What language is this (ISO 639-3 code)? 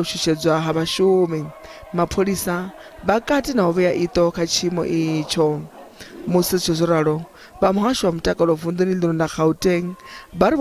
ven